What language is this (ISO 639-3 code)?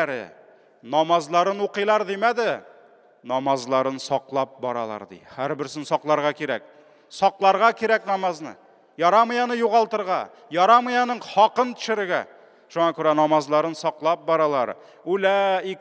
tat